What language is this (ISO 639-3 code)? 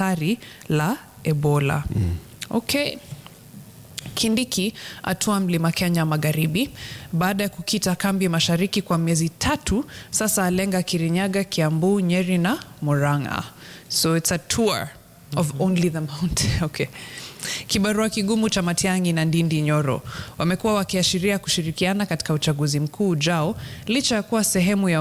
swa